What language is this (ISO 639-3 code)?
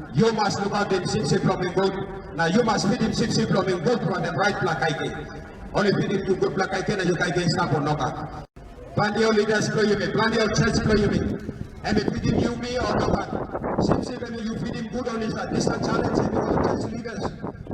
tpi